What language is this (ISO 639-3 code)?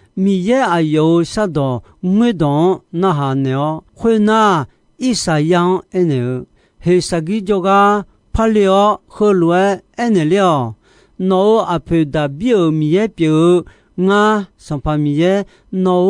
ahk